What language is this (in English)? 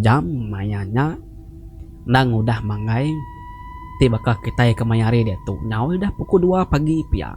Iban